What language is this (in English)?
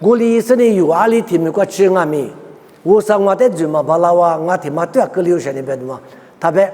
Lisu